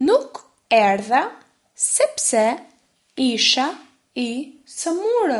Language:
Albanian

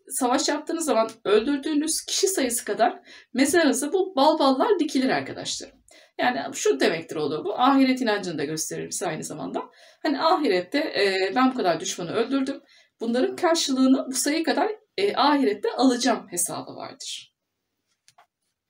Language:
Turkish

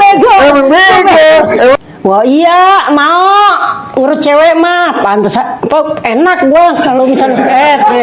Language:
Betawi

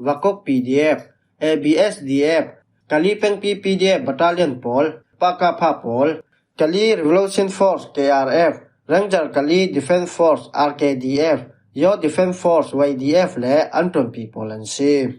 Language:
Falam Chin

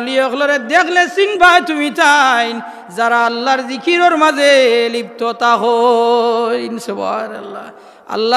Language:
Sylheti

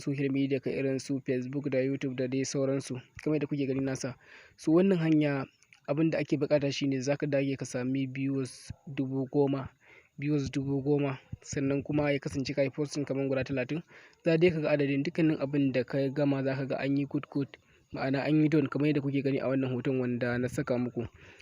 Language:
Hausa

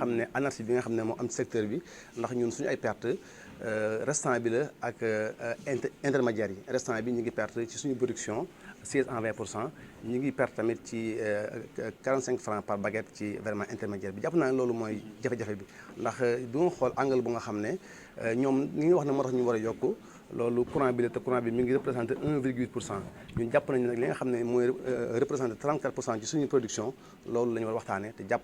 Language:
Wolof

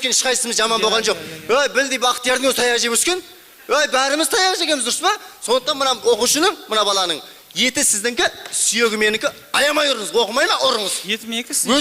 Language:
Kazakh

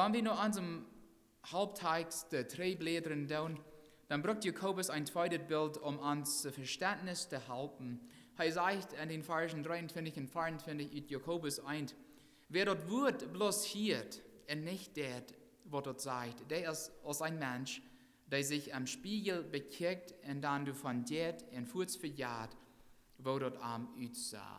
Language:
Plautdietsch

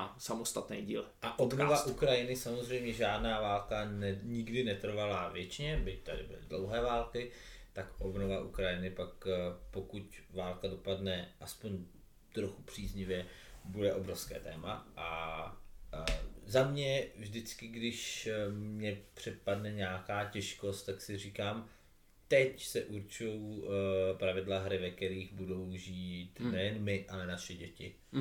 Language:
Czech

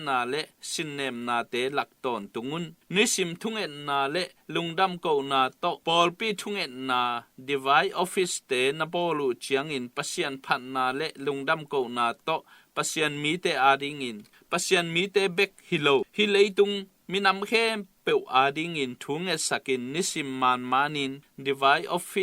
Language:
Tedim Chin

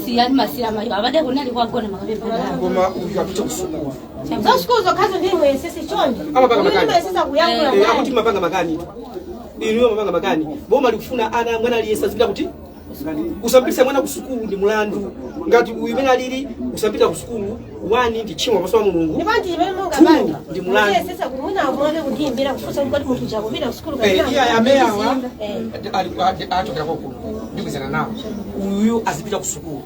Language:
Nyanja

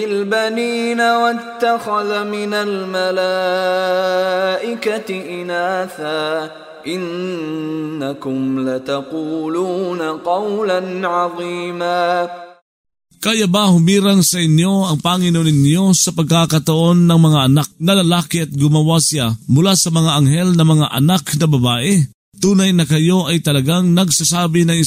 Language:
Filipino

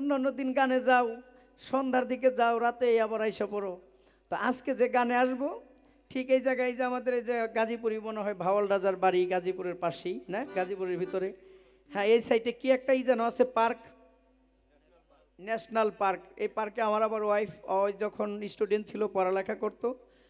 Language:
Bangla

